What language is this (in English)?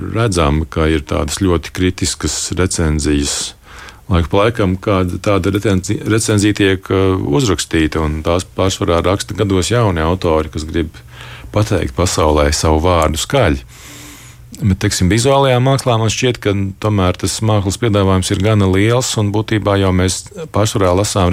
Latvian